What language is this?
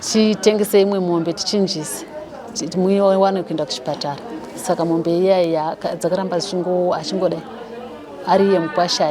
Shona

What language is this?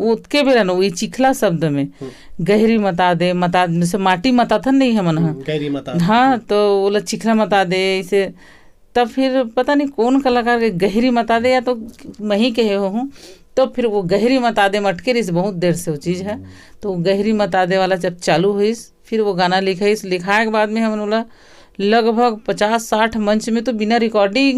Chhattisgarhi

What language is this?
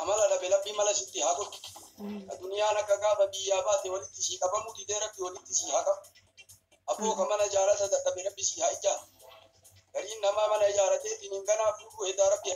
Oromo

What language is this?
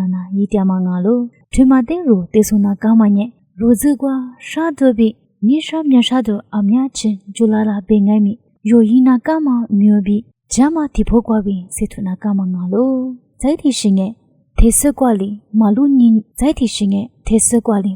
Lisu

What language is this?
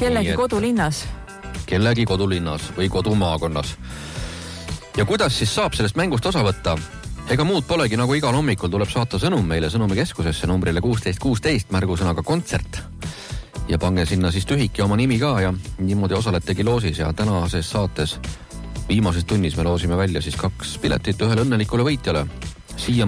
Estonian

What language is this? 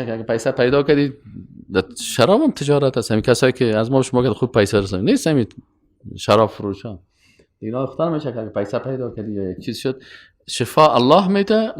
Persian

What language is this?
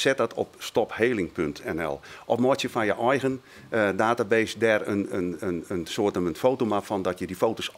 Western Frisian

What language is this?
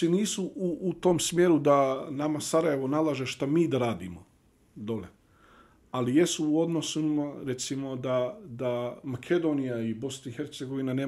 Bosnian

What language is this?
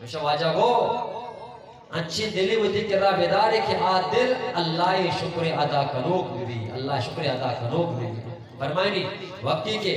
Eastern Balochi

